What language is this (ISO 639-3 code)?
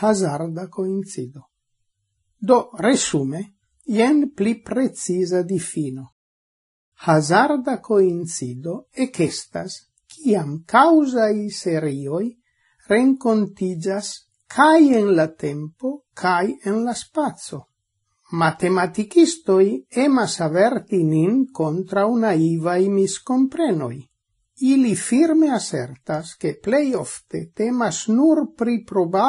epo